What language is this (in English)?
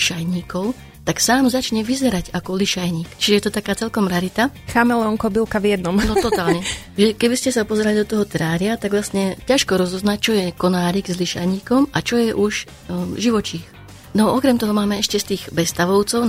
Slovak